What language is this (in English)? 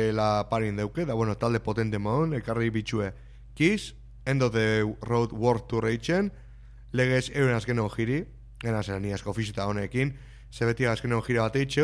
Basque